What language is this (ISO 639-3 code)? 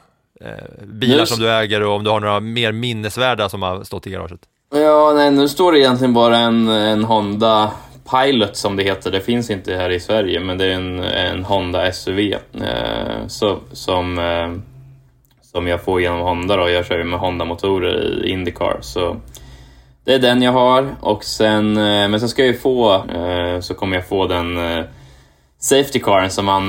swe